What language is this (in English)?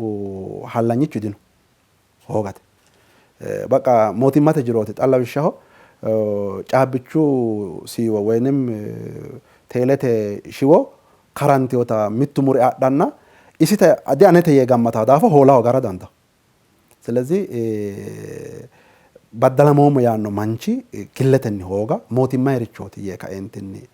Sidamo